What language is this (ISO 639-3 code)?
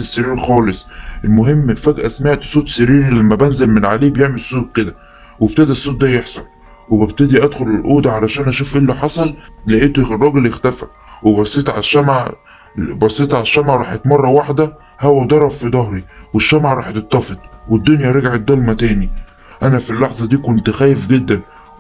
arz